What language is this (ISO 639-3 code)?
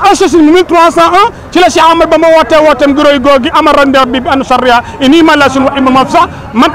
wol